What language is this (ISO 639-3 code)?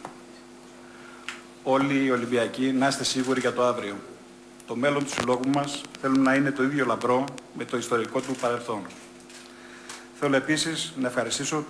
ell